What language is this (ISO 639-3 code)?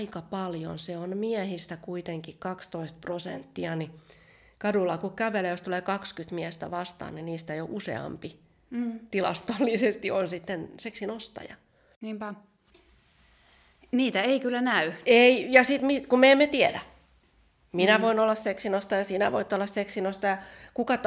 fin